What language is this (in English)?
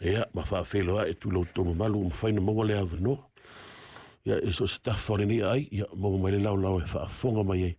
Samoan